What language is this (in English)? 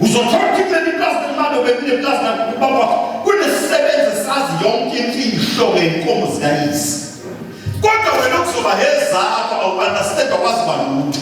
Zulu